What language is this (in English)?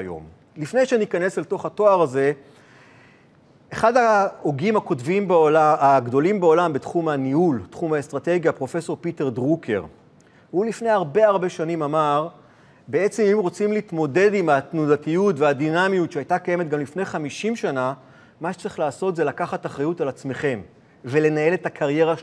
Hebrew